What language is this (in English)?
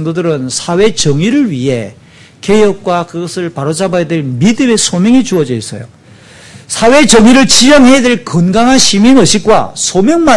Korean